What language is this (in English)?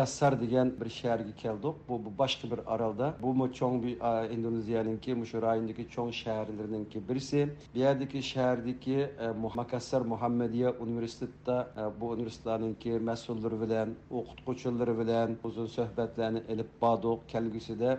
Uyghur